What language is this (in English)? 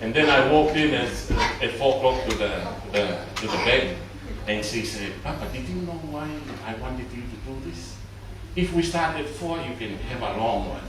Tongan